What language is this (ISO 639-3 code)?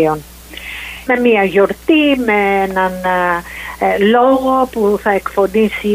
ell